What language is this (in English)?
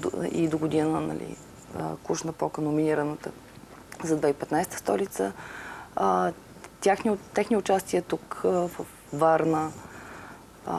Bulgarian